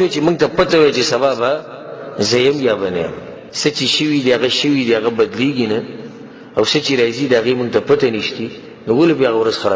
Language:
Pashto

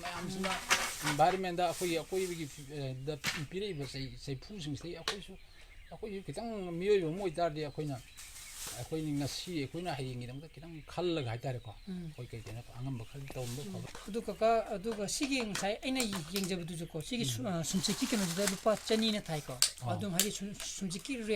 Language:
Manipuri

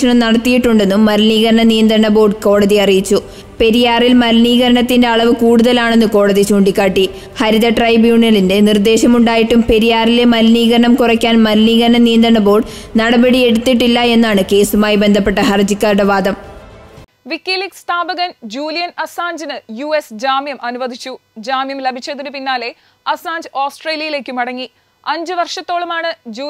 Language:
Malayalam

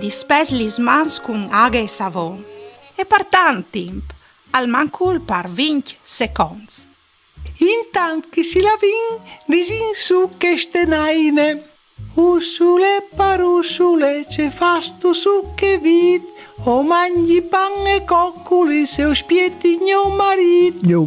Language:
Friulian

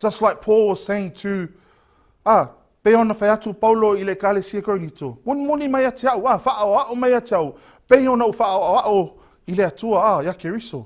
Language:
Samoan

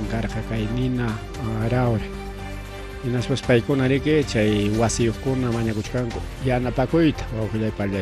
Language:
Ayacucho Quechua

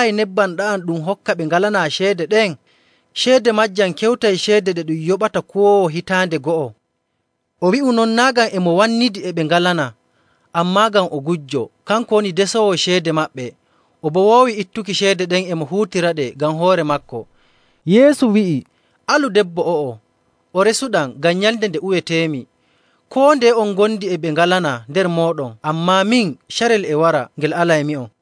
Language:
Nigerian Fulfulde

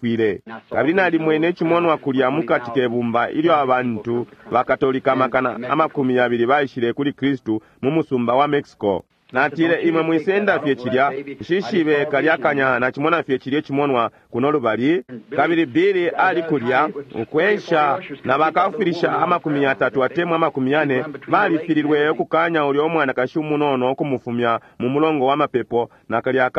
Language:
Bemba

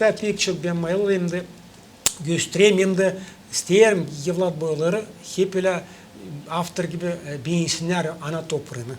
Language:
Gagauz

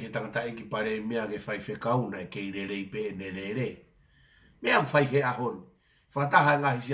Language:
Tongan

